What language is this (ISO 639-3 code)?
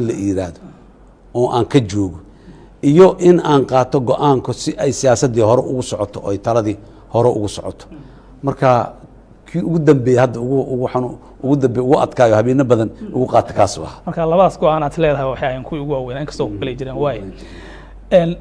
som